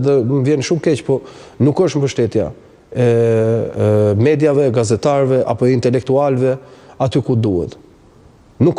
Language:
Albanian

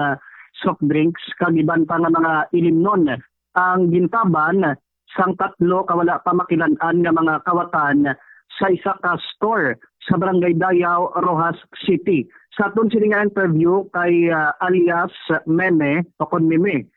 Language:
Hiligaynon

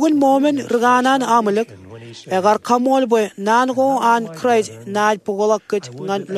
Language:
Marshallese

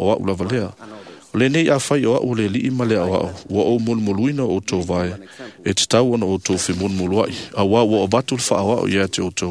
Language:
Samoan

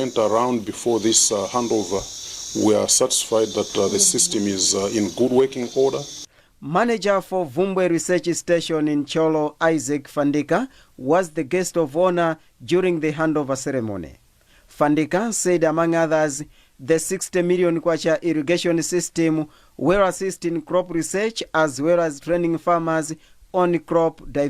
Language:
English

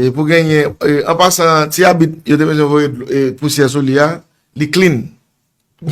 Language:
Haitian Creole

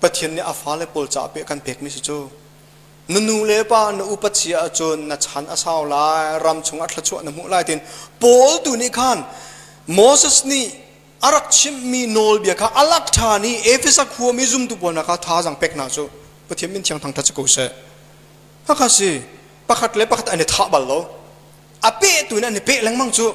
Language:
Hakha Chin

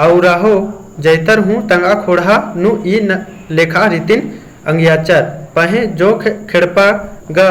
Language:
Kurukh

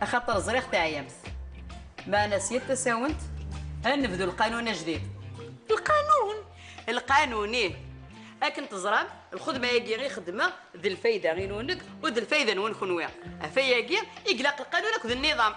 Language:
Kabyle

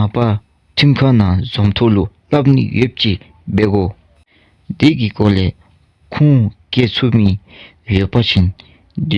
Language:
Dzongkha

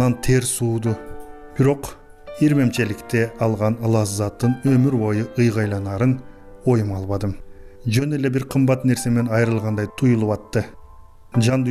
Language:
Kyrgyz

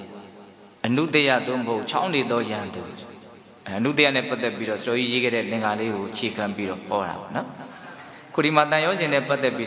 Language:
Burmese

